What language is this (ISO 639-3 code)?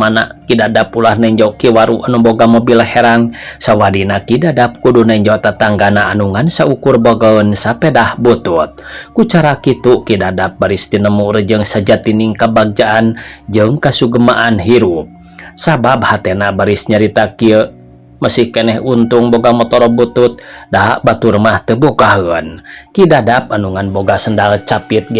sun